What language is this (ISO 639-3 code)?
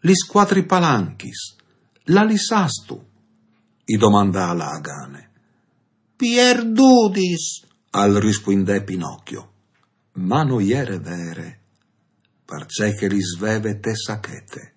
fur